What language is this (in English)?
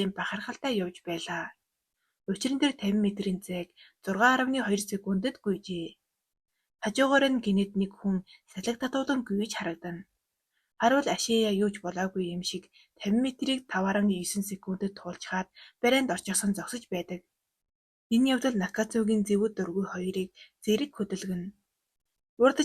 Mongolian